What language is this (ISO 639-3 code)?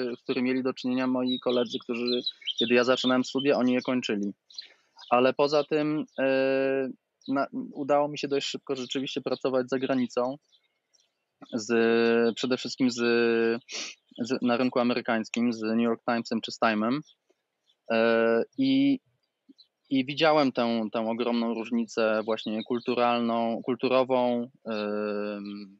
pol